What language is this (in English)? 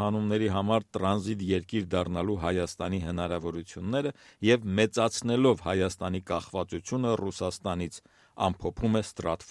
Armenian